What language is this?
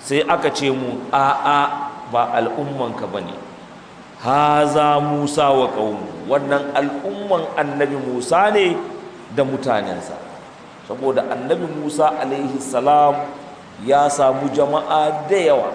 Hausa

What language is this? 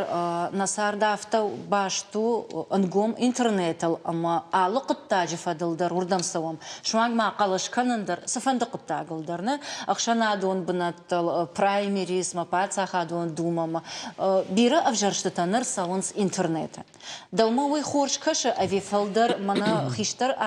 Ossetic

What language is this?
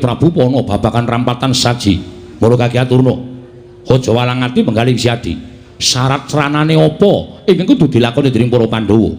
Javanese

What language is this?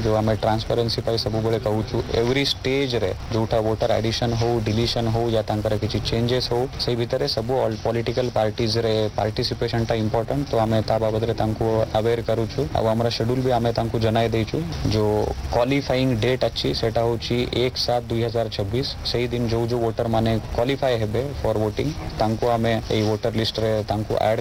Odia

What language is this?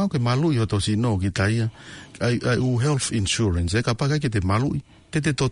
Tongan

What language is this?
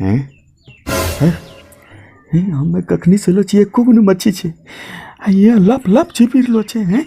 Angika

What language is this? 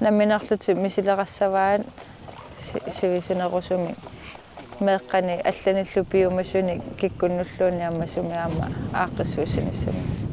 Kalaallisut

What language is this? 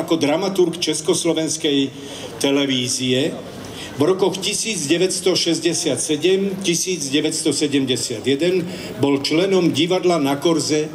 Slovak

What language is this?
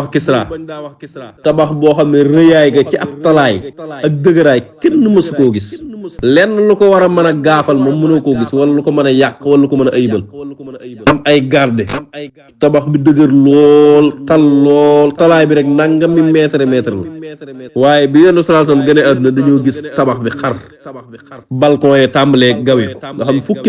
Wolof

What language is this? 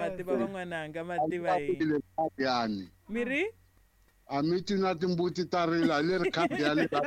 Tsonga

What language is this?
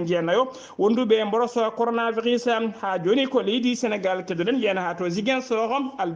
Fula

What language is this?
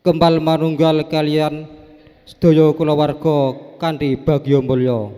Javanese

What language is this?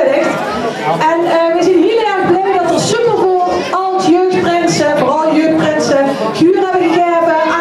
Limburgish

